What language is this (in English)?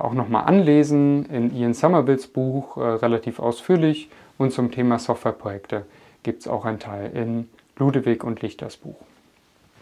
German